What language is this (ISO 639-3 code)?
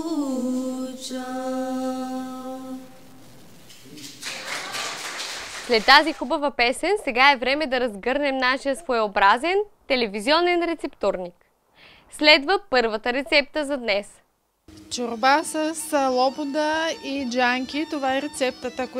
bul